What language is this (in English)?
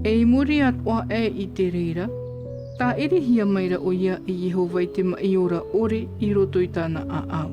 Tahitian